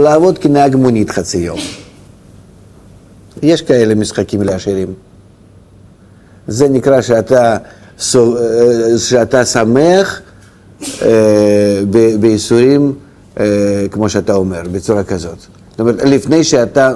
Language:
Hebrew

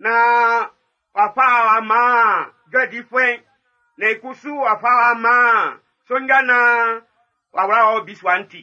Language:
Baoulé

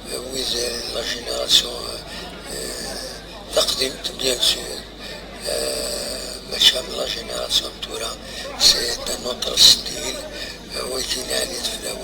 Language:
Kabyle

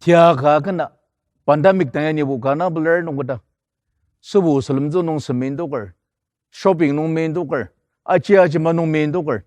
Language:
Ao Naga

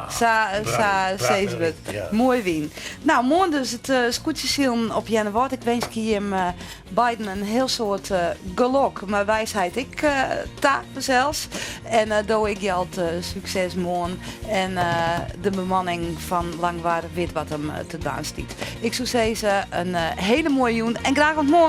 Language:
Western Frisian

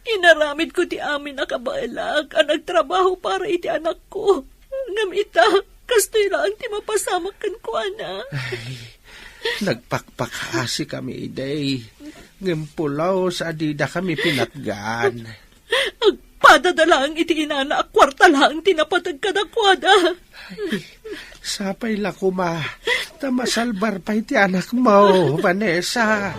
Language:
Iloko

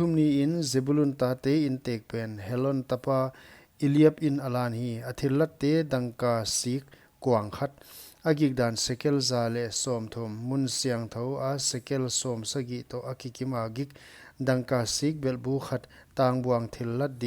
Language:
Paite Chin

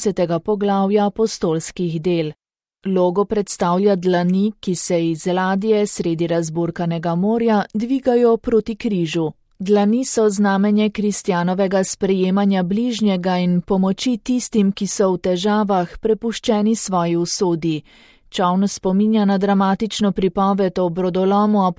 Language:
Slovenian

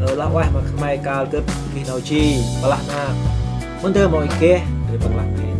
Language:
Central Mnong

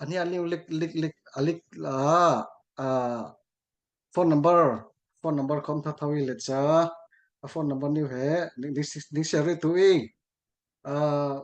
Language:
Falam Chin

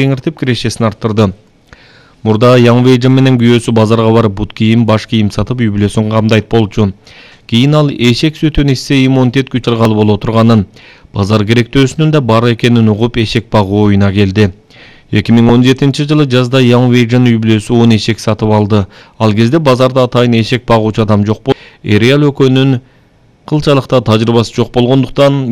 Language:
Kyrgyz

